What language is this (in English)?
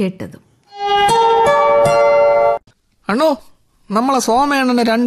Malayalam